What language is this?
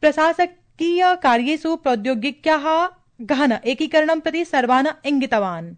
Sanskrit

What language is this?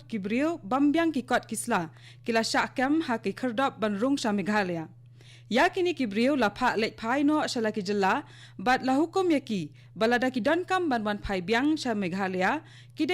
Khasi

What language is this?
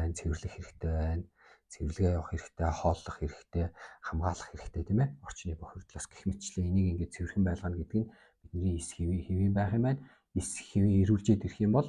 Mongolian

